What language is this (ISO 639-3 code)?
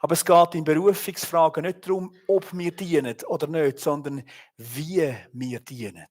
gsw